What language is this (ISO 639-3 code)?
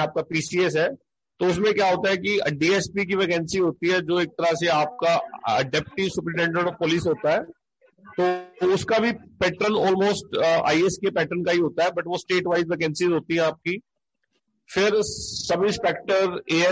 hin